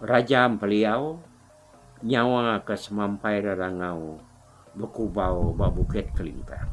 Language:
Iban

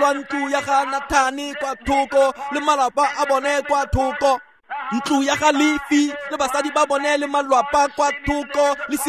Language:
Tswana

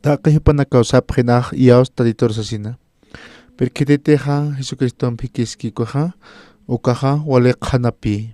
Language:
Aymara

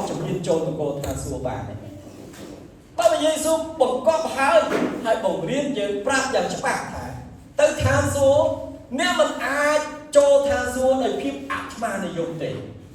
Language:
Khmer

